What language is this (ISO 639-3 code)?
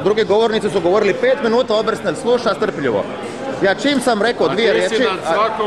hrv